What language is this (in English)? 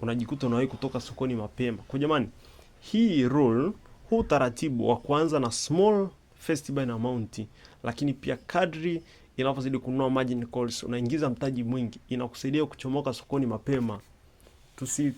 Swahili